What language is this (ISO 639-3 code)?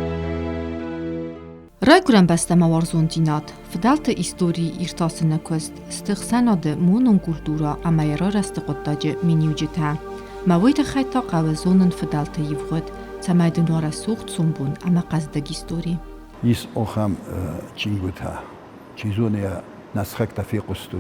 oss